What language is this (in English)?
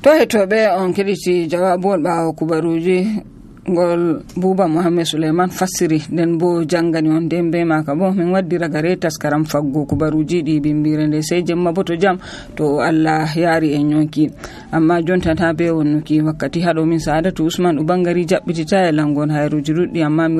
Nigerian Fulfulde